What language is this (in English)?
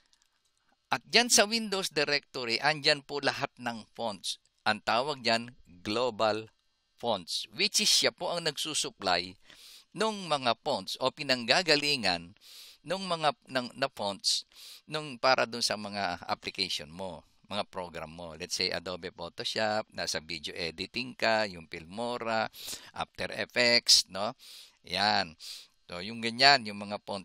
Filipino